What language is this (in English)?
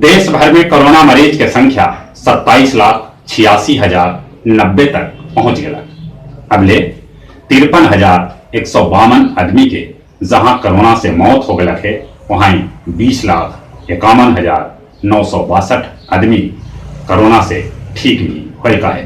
Magahi